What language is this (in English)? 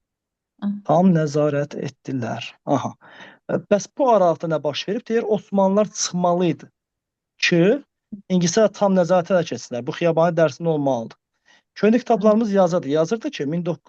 Azerbaijani